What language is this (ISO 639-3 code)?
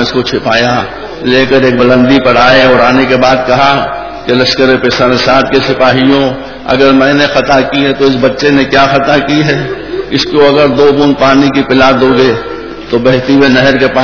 urd